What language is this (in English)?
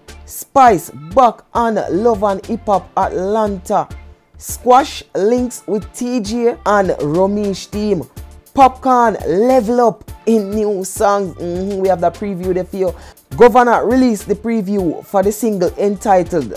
Jamaican Creole English